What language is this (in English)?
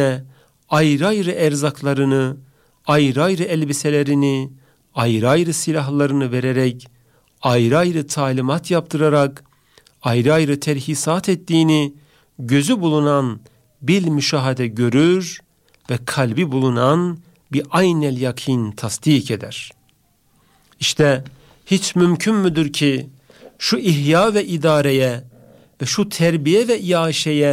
Turkish